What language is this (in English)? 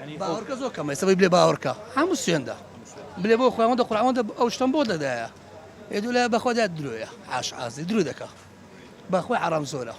Central Kurdish